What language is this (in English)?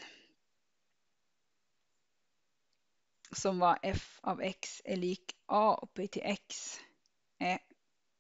Norwegian